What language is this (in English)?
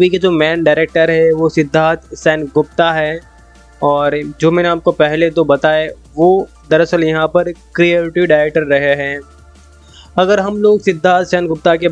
Hindi